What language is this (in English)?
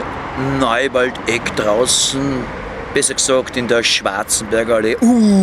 Bavarian